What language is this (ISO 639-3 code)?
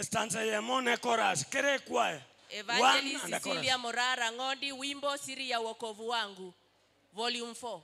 guz